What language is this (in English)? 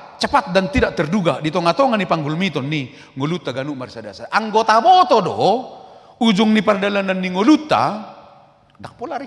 Batak Toba